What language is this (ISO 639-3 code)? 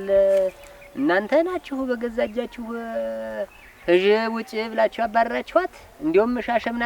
amh